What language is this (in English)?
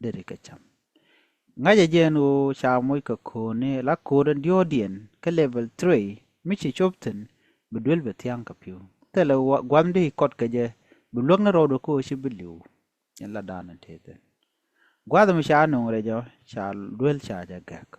Nuer